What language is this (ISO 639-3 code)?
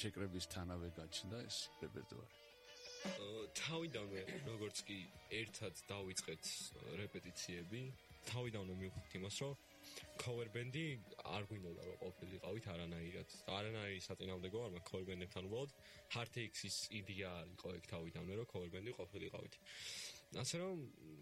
kat